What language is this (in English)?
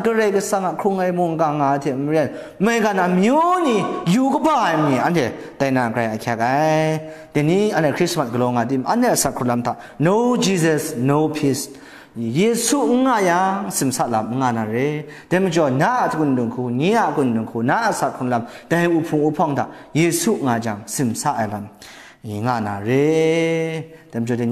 Kachin